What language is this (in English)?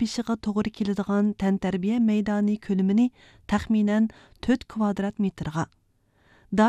Uyghur